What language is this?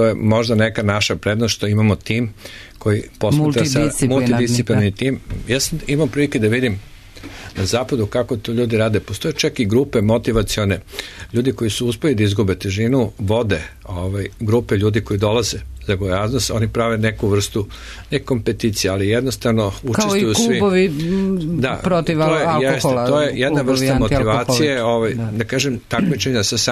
Serbian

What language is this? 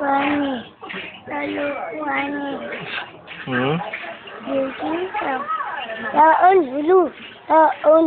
Cebuano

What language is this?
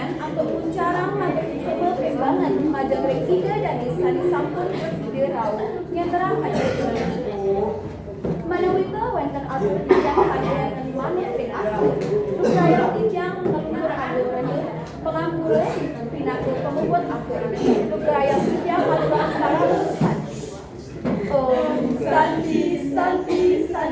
Balinese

